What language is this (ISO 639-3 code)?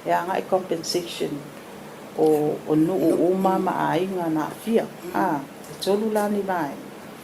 smo